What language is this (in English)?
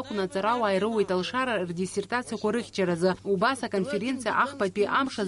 Abkhazian